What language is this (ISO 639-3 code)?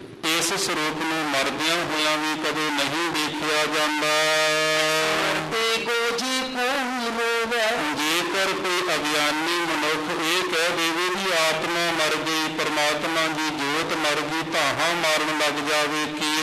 pan